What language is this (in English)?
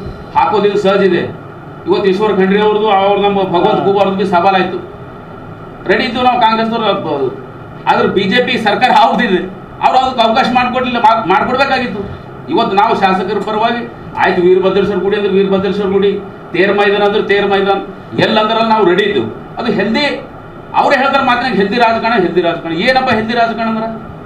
Kannada